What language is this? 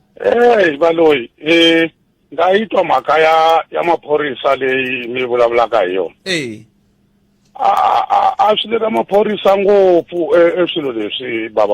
Tsonga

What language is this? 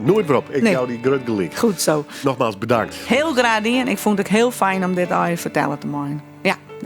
Western Frisian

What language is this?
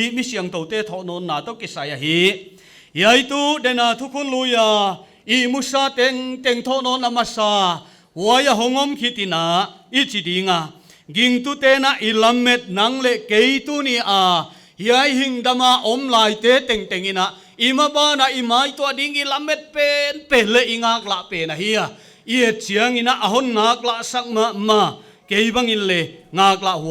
Paite Chin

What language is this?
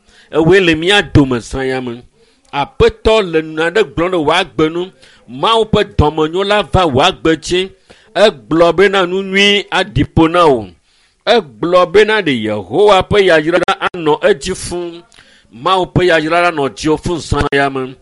Ewe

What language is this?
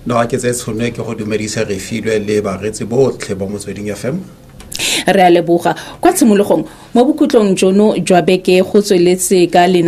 Tswana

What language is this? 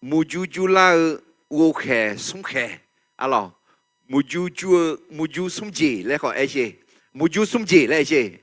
Akha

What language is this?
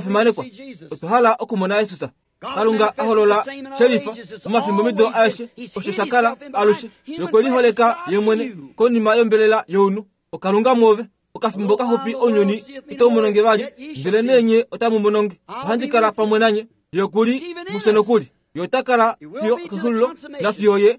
Kuanyama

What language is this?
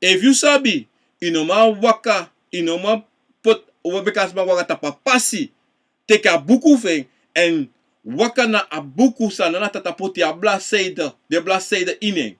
Sranan Tongo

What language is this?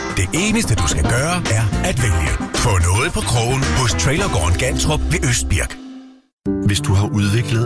Danish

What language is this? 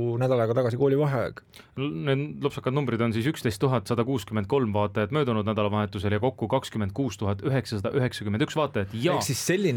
Estonian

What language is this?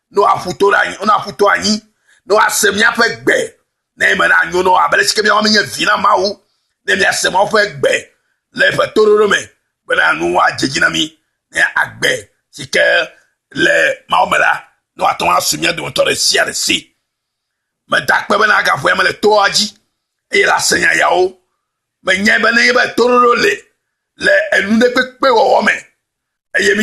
Ewe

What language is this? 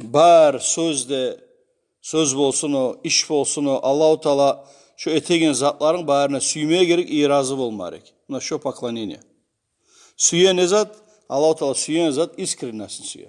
Kumyk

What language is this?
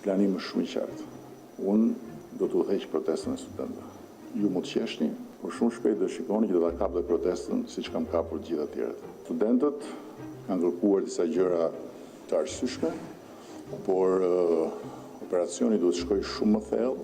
Albanian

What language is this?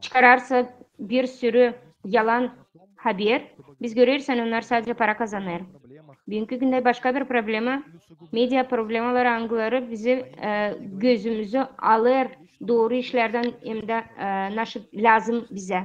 Gagauz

